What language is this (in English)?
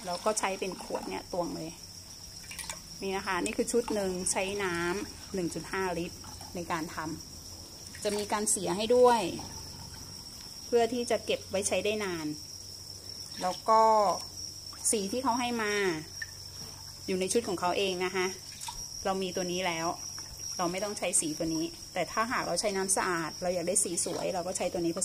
Thai